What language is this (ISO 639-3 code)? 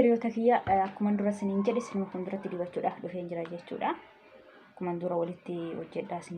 orm